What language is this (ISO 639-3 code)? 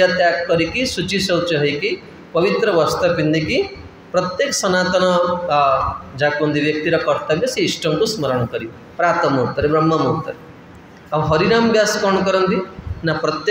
ori